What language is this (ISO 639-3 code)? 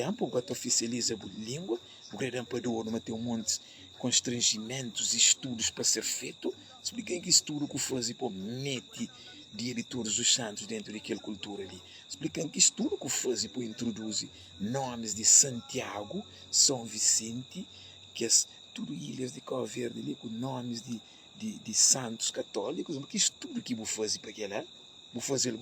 kea